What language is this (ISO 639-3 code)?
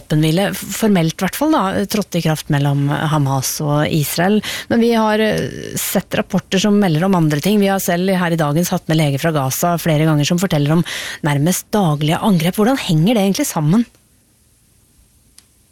nor